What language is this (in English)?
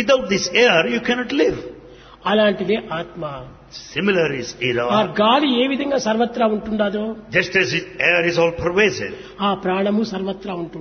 Telugu